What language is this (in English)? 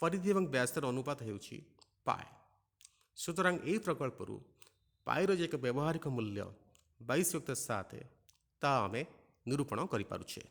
Odia